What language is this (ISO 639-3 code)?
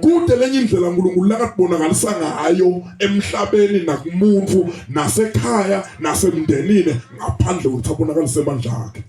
ssw